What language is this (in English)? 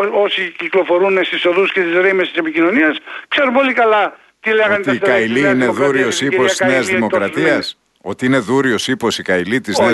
Greek